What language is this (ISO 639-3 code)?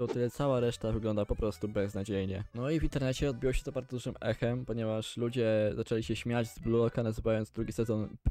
pol